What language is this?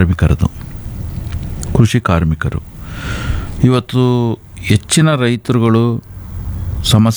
Kannada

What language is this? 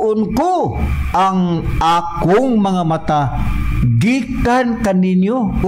Cebuano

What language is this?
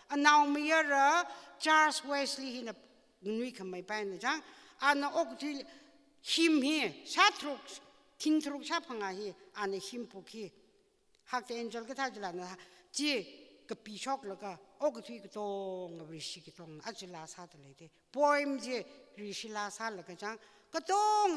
Tangkhul Naga (India)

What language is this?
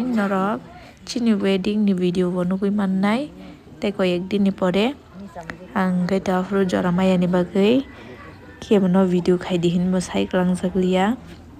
Kok Borok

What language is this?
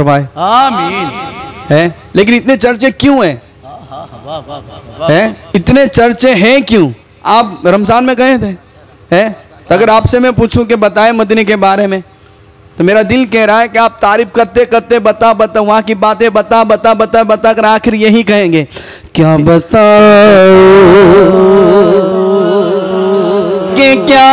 Hindi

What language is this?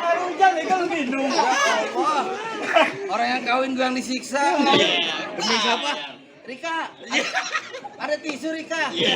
Betawi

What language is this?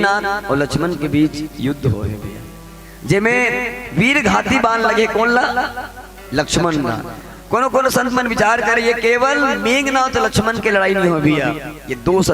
Chhattisgarhi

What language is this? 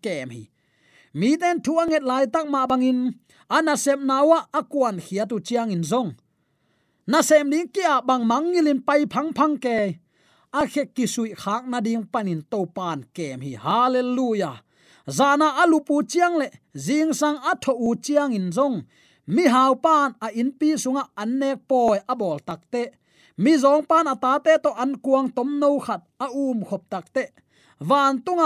Tedim Chin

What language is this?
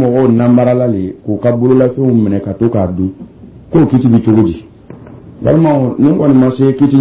Dyula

